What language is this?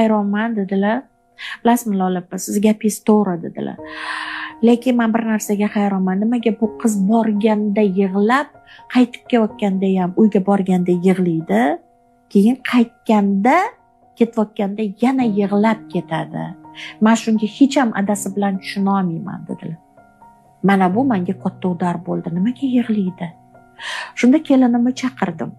Uzbek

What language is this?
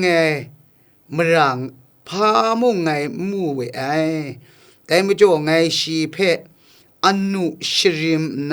Kachin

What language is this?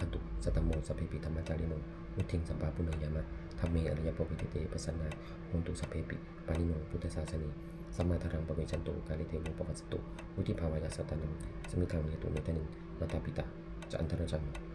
Pali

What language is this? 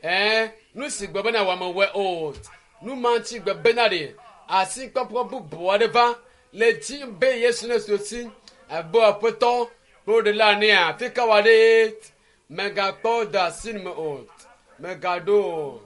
Ewe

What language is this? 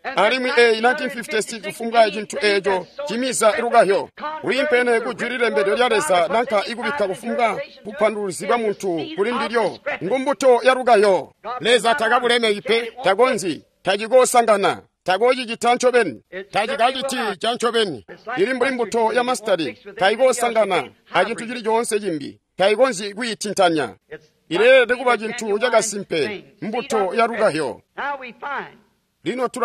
Tonga (Zambia)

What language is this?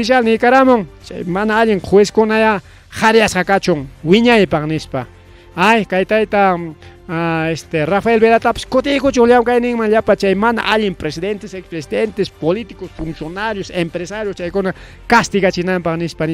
Ayacucho Quechua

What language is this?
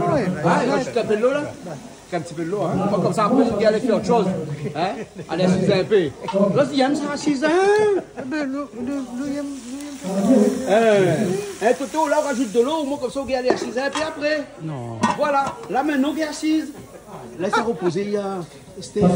Réunion Creole French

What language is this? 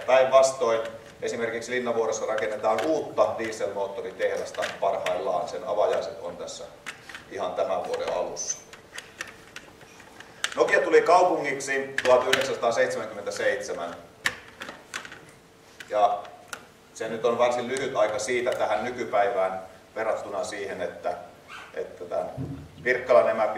Finnish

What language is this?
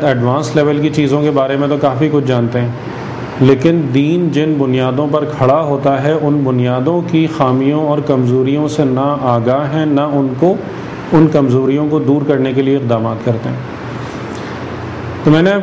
Urdu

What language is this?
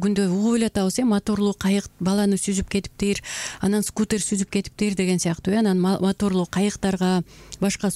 Kyrgyz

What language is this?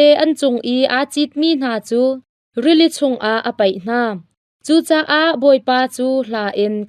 Hakha Chin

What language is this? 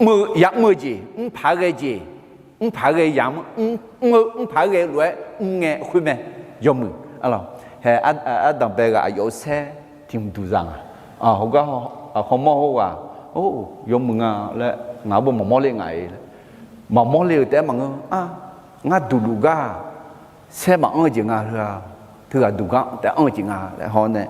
Akha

